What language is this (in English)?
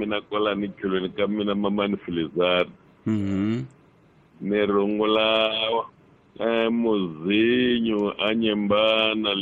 Tsonga